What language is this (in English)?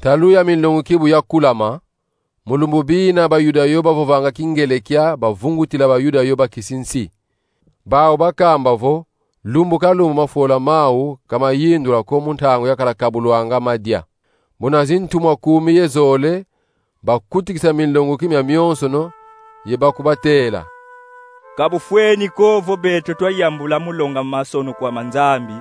Kongo